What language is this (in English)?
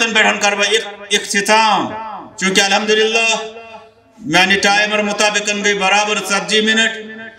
Kashmiri